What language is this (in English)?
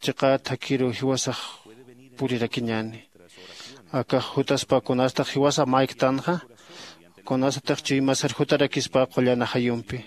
Aymara